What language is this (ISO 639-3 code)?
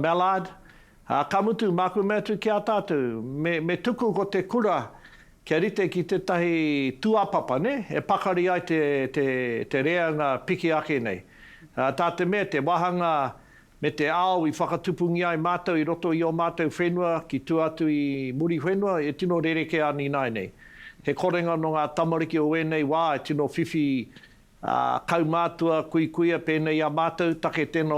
mri